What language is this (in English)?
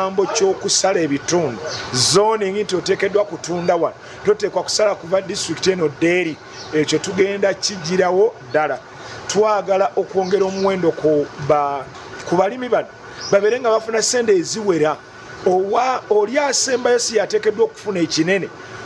Ganda